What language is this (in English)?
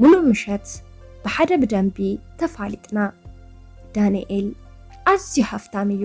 Tigrinya